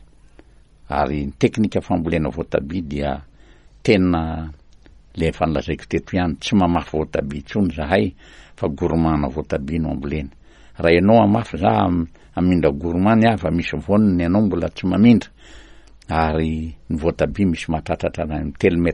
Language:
Malagasy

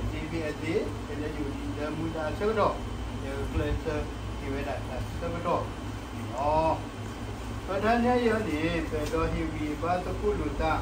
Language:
S'gaw Karen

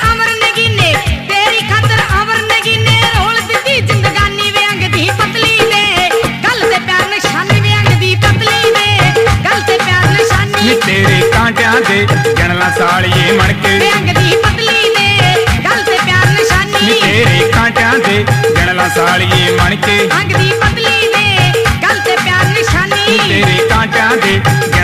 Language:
Punjabi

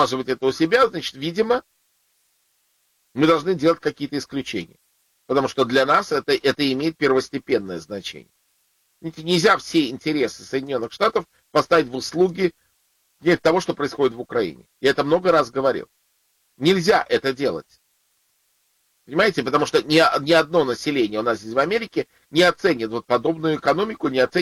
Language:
Russian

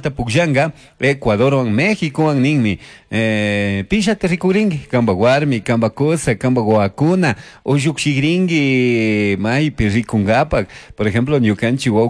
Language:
Chimborazo Highland Quichua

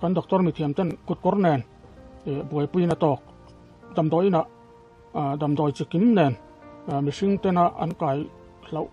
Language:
Mizo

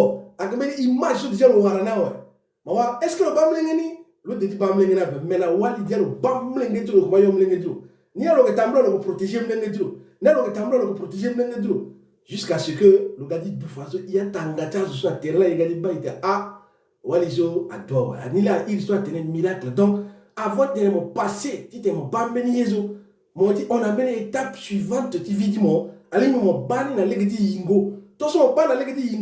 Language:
Sango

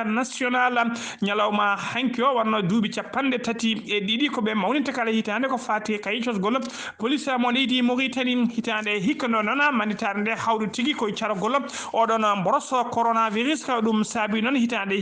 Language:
Fula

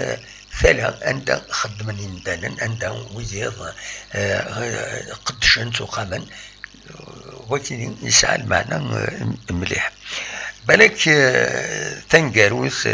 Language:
Kabyle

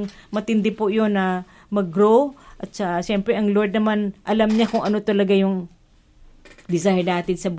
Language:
Filipino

